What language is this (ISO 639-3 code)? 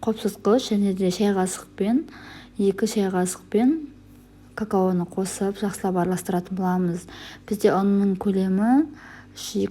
kaz